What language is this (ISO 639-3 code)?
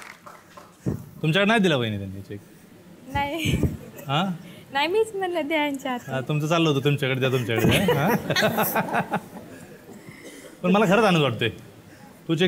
mar